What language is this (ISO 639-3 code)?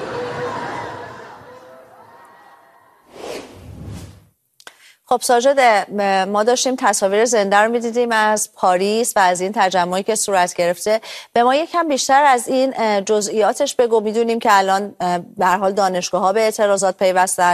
fas